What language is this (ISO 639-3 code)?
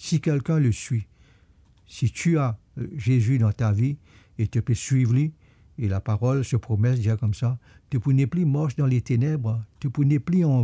mfe